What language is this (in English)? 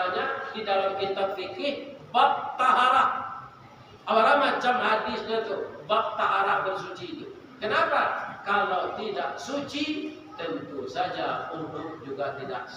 Minangkabau